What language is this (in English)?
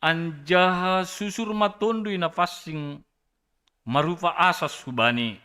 Batak Simalungun